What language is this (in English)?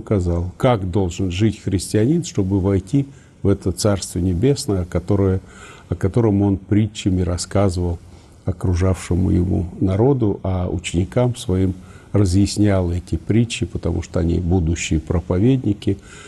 Russian